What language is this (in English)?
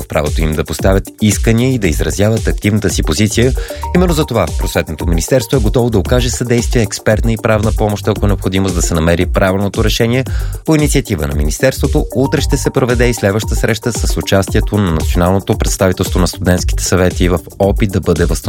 Bulgarian